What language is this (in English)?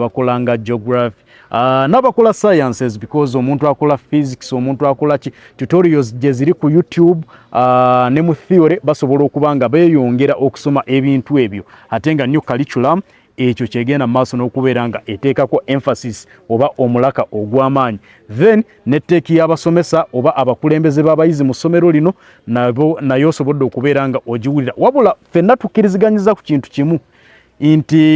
Ganda